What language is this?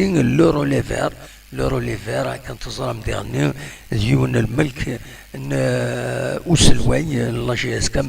Kabyle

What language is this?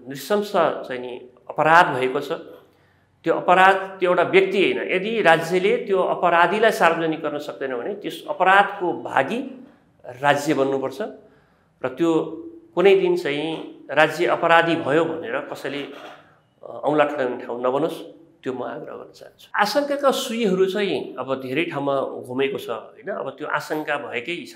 Nepali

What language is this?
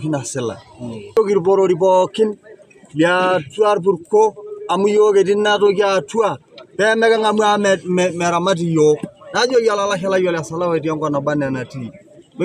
Masai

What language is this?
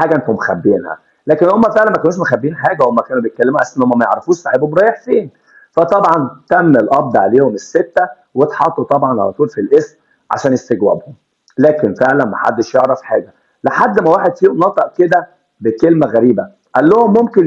Egyptian Arabic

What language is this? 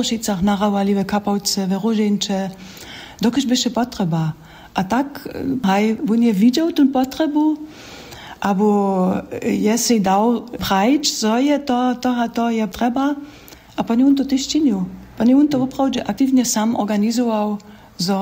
Upper Sorbian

